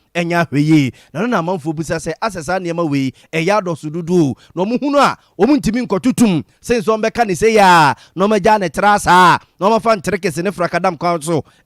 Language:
Akan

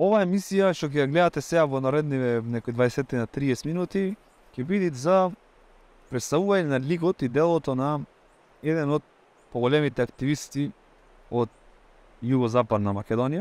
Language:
Macedonian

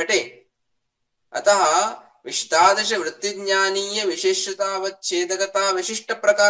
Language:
Sanskrit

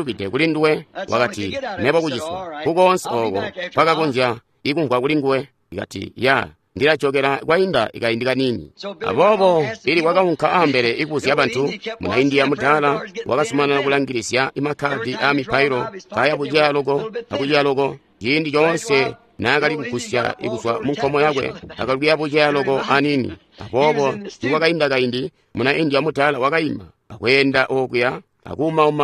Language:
Tonga (Zambia)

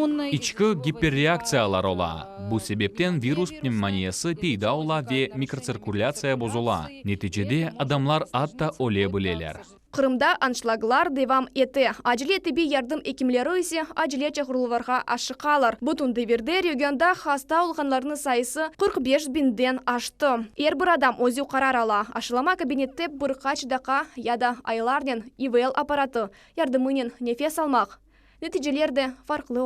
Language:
Crimean Tatar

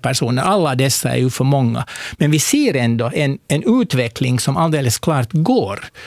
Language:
Swedish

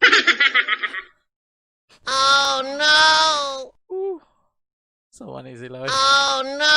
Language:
Cebuano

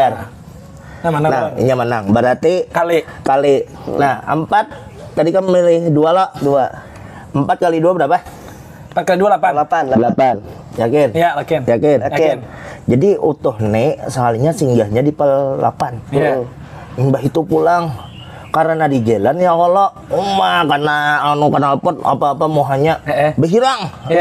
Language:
Banjar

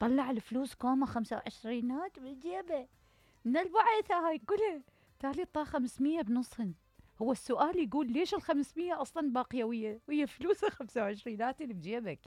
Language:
Mesopotamian Arabic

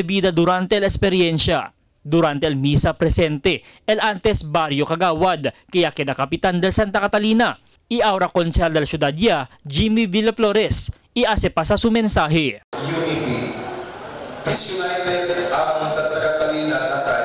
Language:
Chavacano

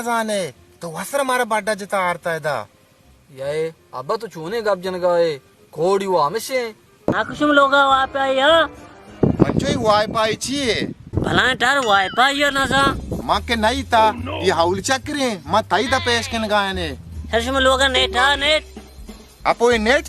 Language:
Baluchi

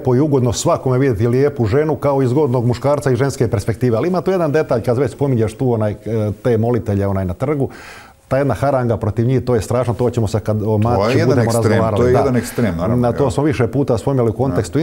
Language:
Croatian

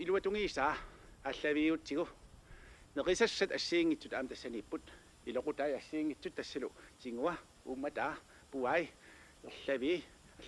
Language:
Kalaallisut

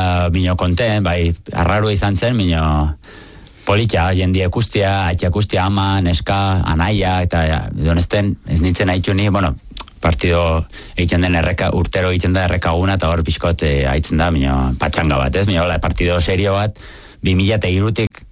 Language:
Basque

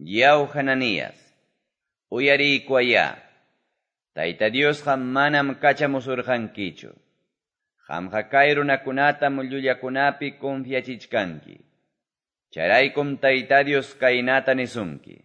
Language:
Quechua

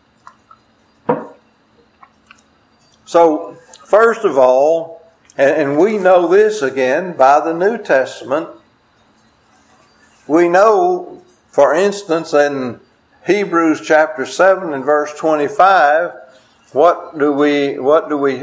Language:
English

